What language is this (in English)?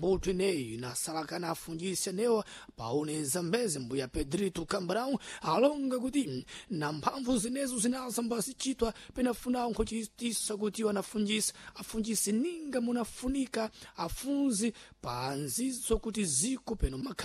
Sena